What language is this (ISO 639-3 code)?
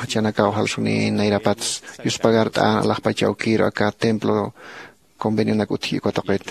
aym